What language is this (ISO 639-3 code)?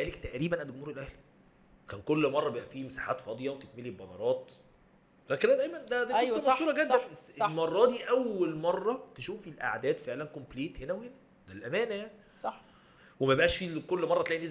arz